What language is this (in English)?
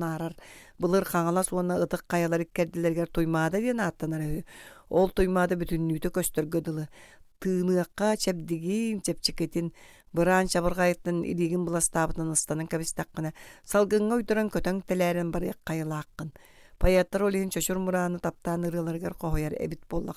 Yakut